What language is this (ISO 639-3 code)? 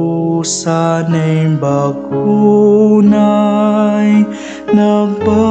ilo